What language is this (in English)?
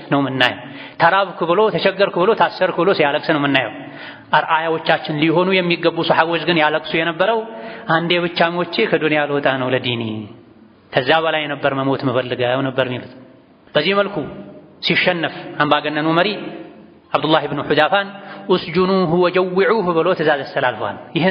Amharic